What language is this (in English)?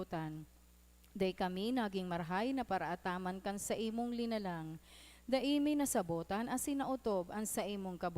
Bikol